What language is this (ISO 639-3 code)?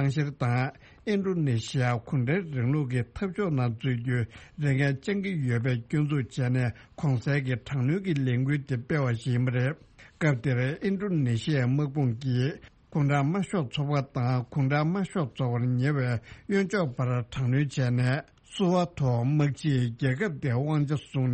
bod